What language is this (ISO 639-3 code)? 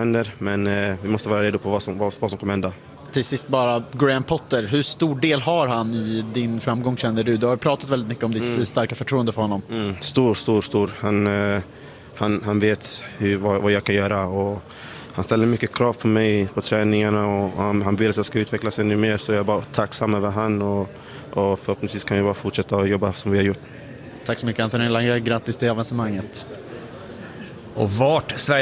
swe